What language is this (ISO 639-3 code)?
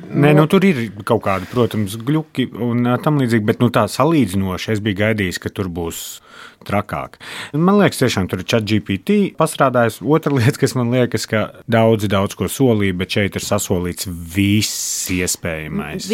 lav